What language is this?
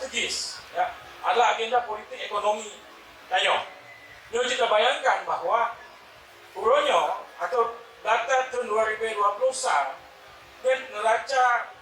Achinese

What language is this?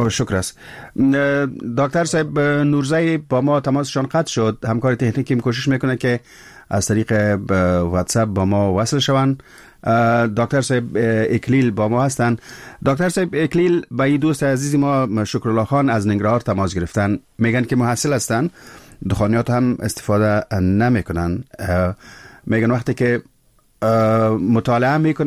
Persian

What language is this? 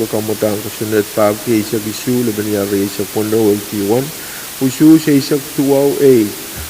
Pohnpeian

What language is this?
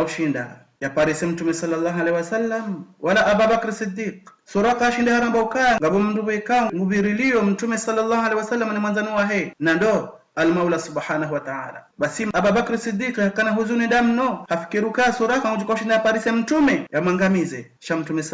Ngazidja Comorian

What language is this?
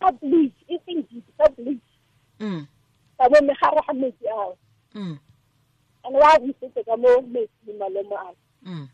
Tswana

